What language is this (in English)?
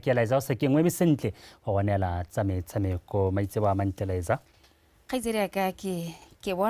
Tswana